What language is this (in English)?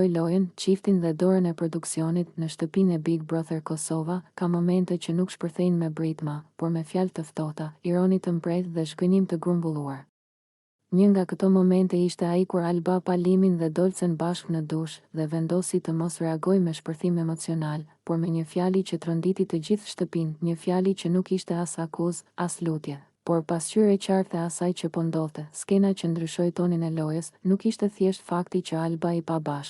Albanian